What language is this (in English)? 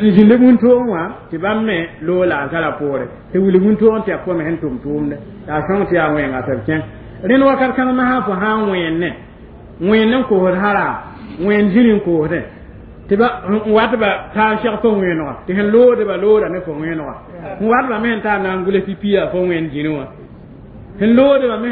Mossi